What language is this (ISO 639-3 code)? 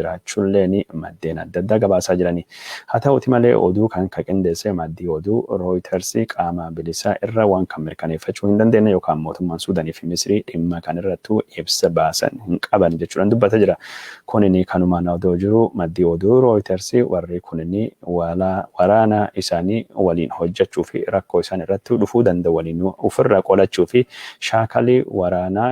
orm